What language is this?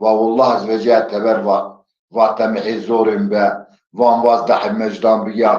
Zaza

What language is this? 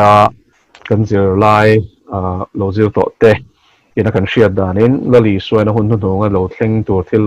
Mizo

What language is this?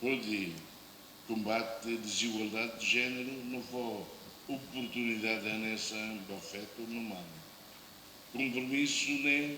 Tetum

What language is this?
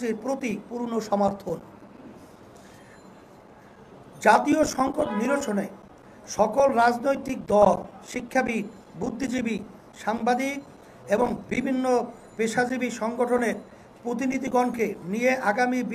Bangla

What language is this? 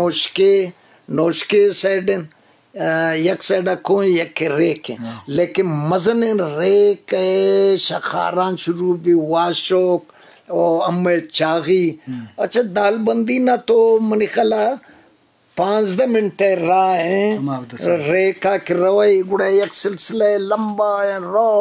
Eastern Balochi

